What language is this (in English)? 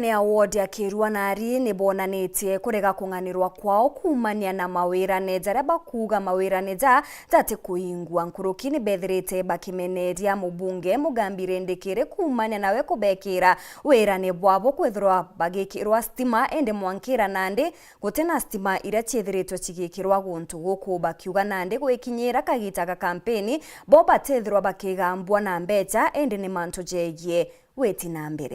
Meru